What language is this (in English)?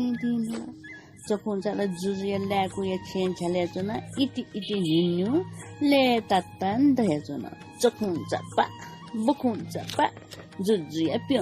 Newari